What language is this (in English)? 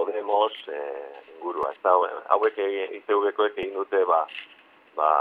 Basque